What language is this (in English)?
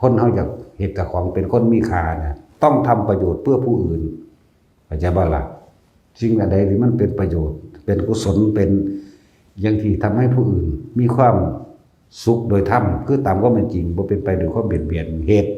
Northeastern Thai